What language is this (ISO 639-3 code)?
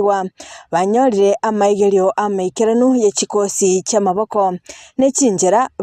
guz